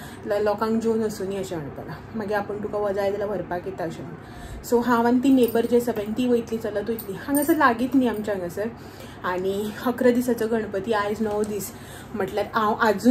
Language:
Konkani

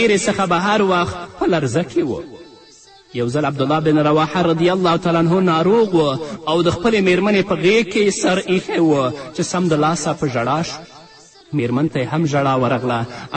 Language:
Pashto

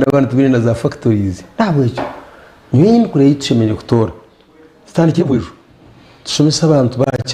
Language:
Nyankole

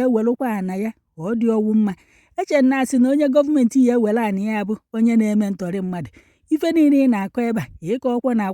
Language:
Igbo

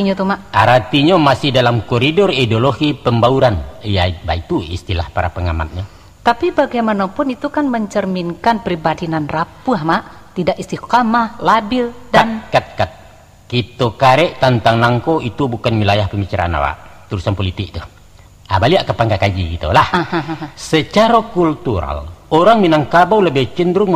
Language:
Minangkabau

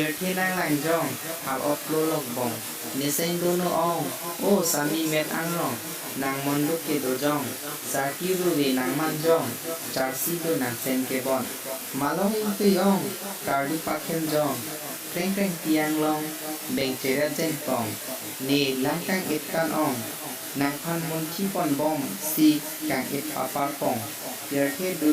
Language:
Karbi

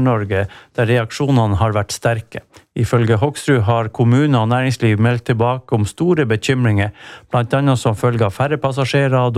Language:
Norwegian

